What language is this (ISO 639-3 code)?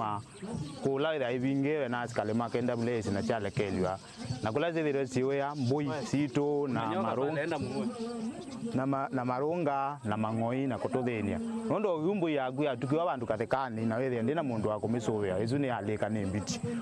kam